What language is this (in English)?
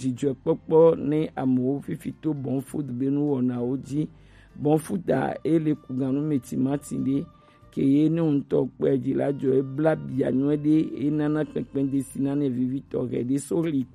Gen